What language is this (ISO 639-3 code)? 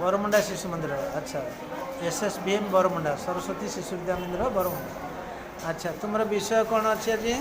ori